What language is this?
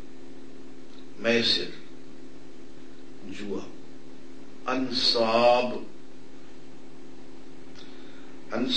Urdu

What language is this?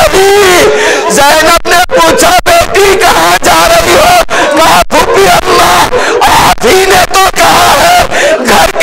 Urdu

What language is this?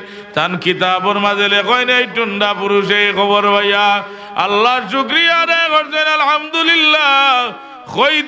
Sylheti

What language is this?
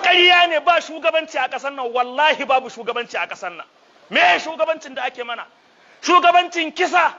Hausa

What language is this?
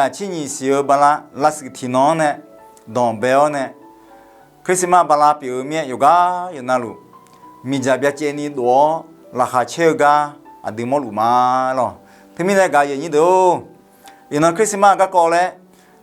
Akha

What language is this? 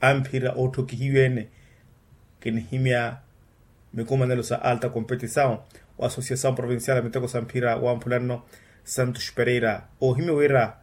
Makhuwa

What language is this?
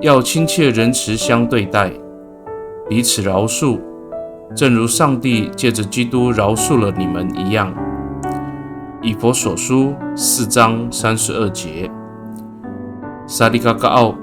Amis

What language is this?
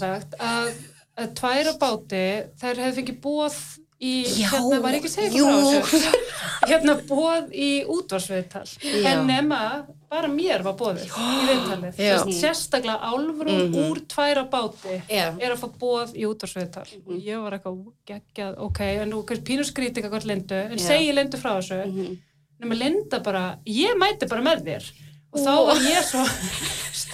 Icelandic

